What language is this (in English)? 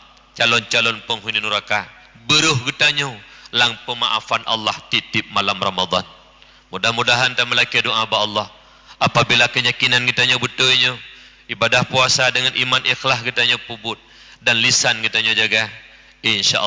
Achinese